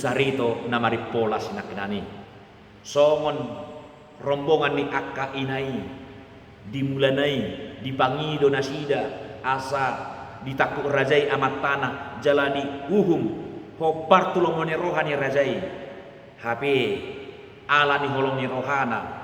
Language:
Batak Toba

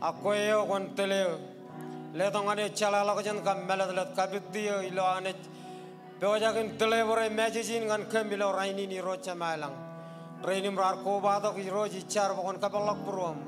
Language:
Marshallese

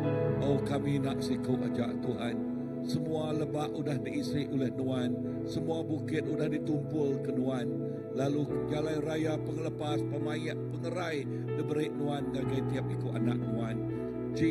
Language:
Iban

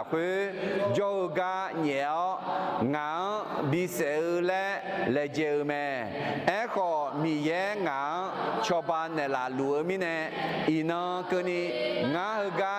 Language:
Akha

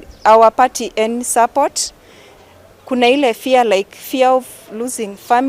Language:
Gusii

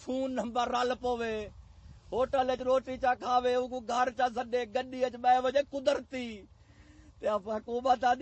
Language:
Saraiki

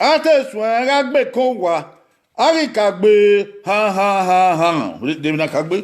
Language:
Bini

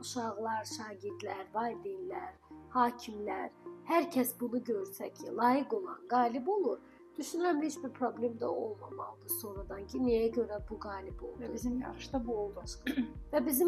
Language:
Azerbaijani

